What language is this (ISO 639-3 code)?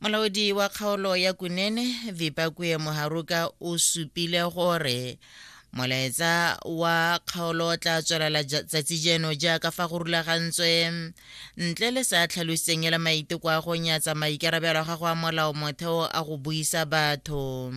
tsn